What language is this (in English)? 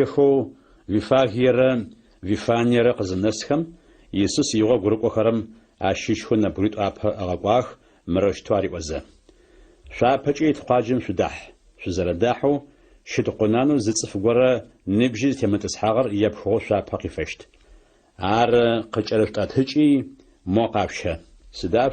Adyghe